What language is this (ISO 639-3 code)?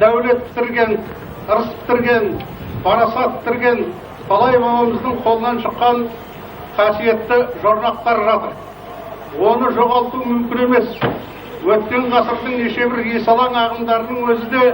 kaz